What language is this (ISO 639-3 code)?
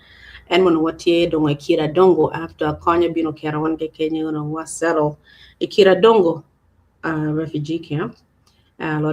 ach